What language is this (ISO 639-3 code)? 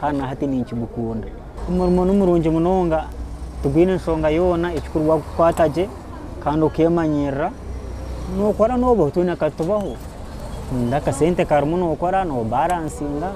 nyn